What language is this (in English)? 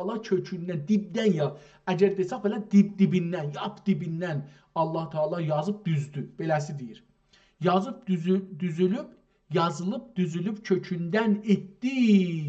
South Azerbaijani